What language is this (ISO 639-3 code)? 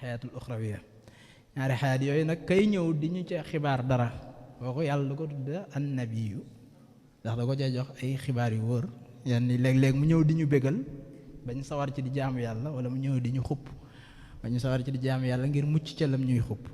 wol